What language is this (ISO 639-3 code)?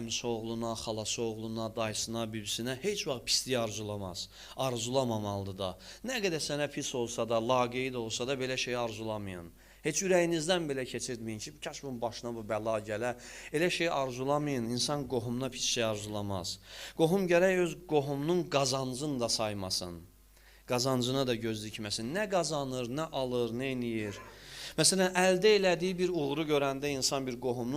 aze